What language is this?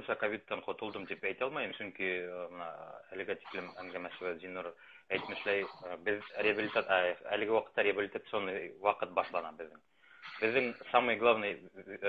Bashkir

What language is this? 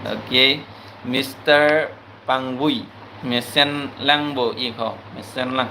Karbi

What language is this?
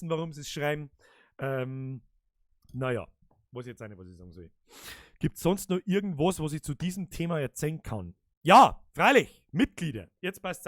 Bavarian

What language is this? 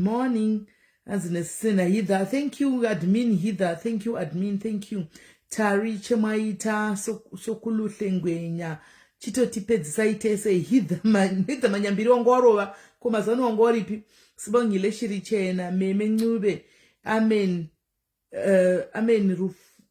Shona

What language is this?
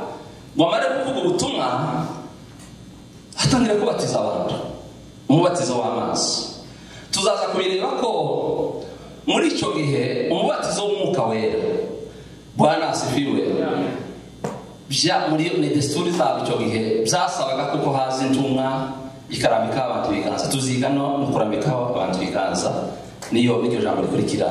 Kinyarwanda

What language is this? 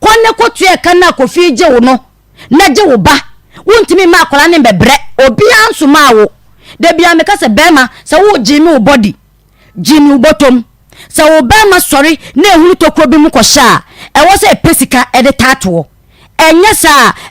Akan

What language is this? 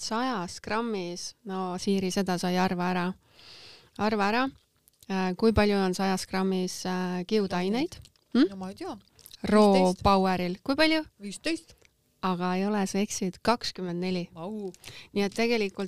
Estonian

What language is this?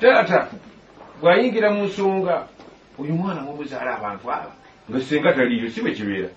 Ganda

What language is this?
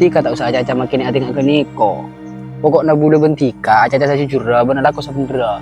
Madurese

